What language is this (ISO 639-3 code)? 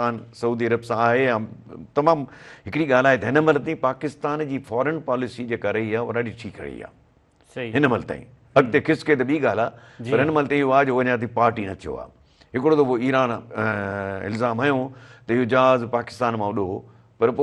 snd